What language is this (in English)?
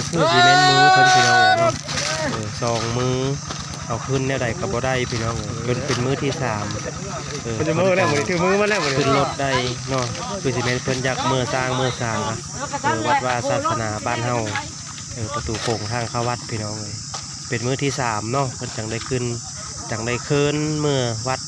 Lao